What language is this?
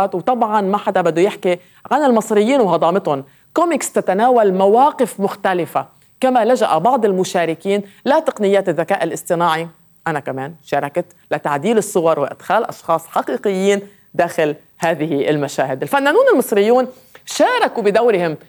North Levantine Arabic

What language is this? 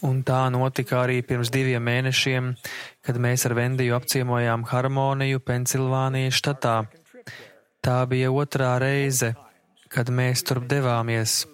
Latvian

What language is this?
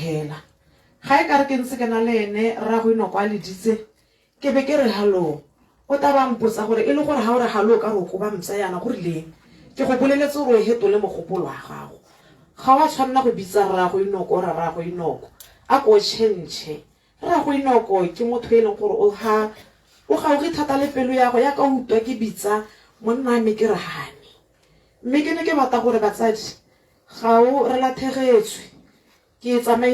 Tswana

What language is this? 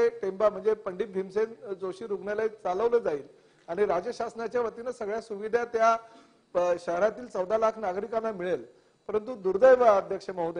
Marathi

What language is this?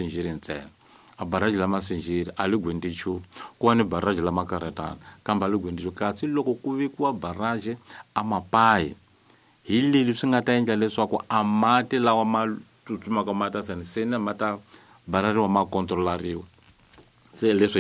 Tsonga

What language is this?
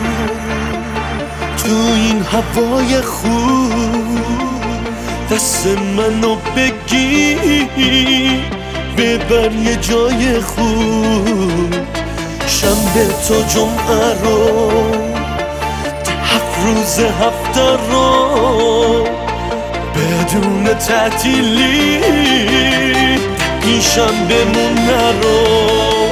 Persian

